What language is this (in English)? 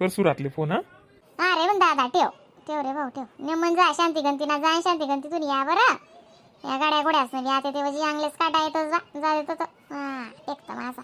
Khandesi